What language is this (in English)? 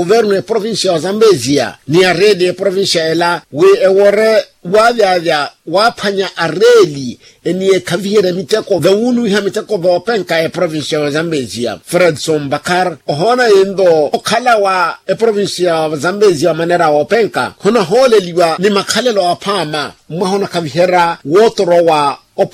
Makhuwa